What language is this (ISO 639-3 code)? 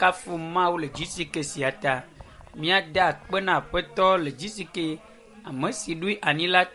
ewe